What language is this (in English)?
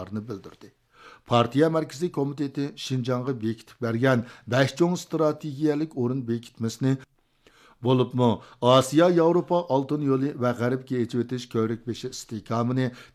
Uyghur